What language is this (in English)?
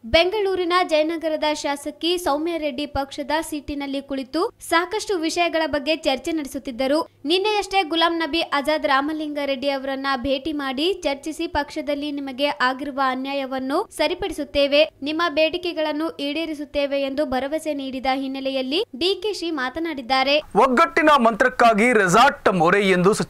Kannada